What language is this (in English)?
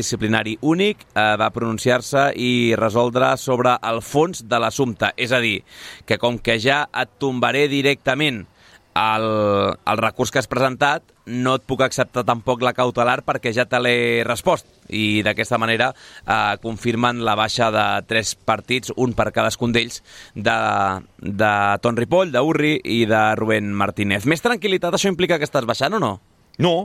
Catalan